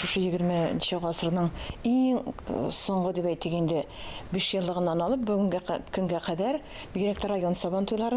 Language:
Tatar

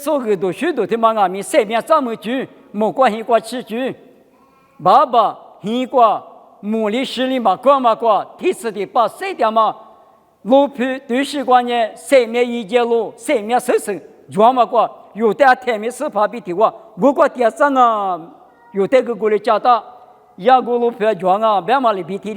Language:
Lisu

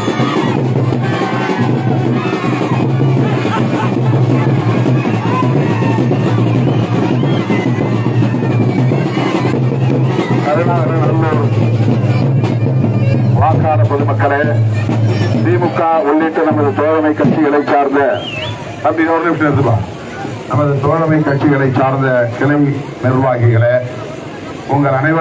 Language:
Tamil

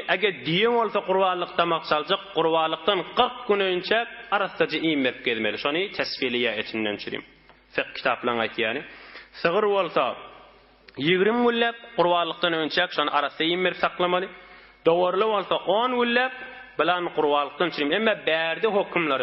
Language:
Turkmen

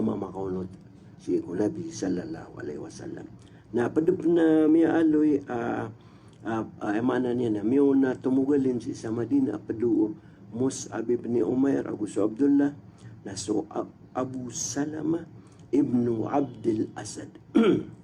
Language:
Maranao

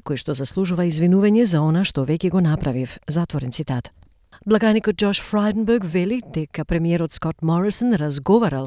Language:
Macedonian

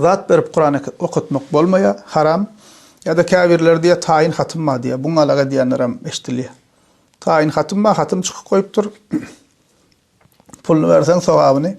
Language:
Turkmen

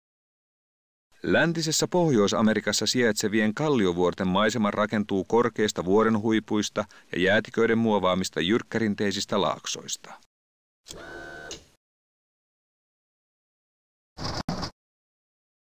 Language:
Finnish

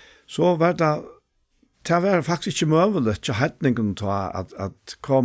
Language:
Faroese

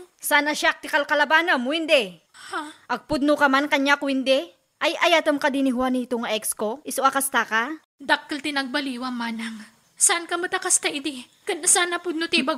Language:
Iloko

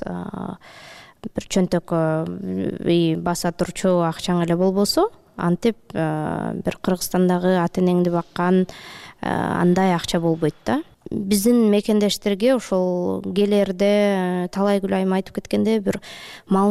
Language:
Kyrgyz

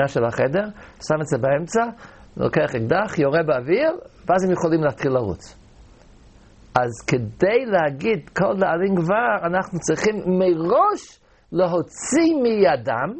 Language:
Hebrew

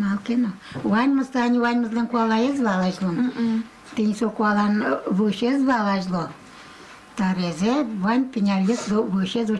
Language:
Udmurt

